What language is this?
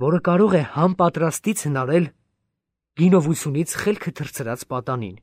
Armenian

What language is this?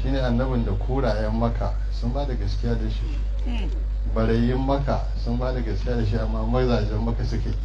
Hausa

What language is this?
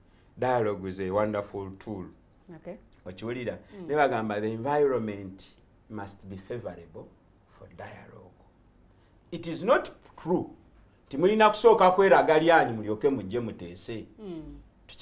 Ganda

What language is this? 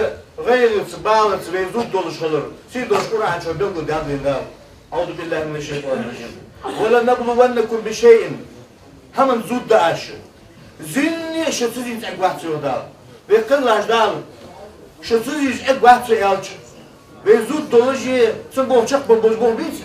Ingush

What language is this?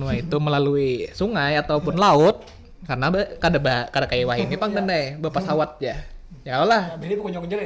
Banjar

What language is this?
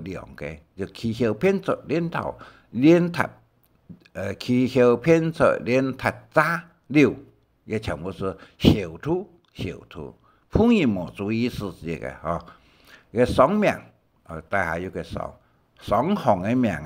Hakka Chinese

